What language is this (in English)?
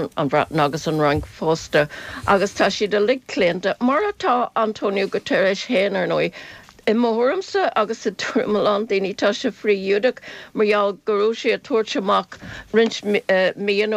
Irish